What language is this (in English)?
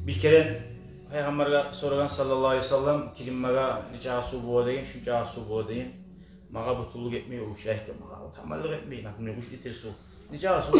Kumyk